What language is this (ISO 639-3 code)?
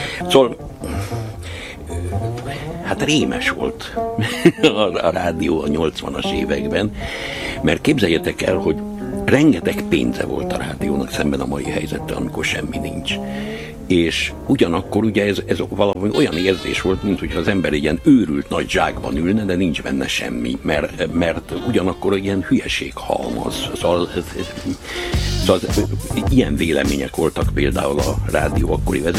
hun